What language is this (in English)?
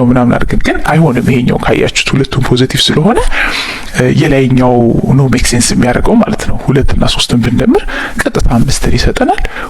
Amharic